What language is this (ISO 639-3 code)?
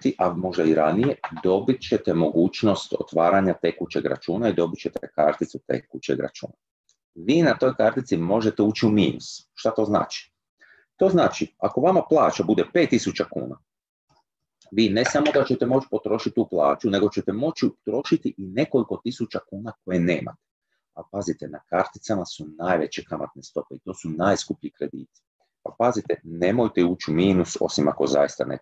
hrv